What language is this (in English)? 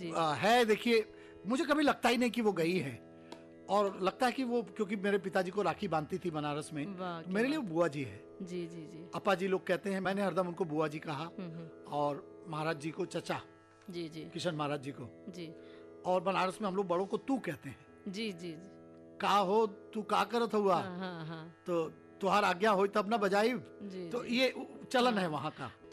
Hindi